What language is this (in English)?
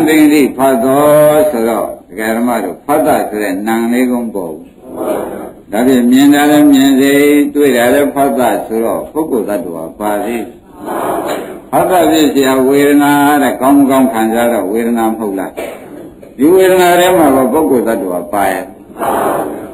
Burmese